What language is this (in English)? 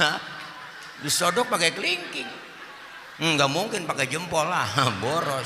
Betawi